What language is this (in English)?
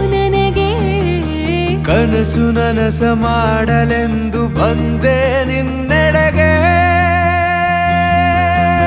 Kannada